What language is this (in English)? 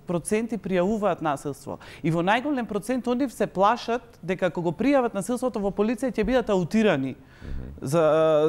Macedonian